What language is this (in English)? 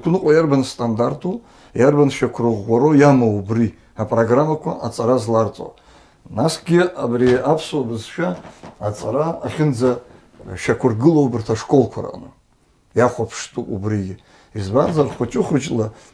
Abkhazian